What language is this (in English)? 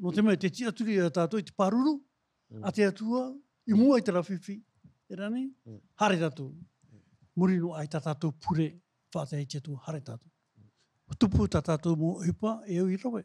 Tahitian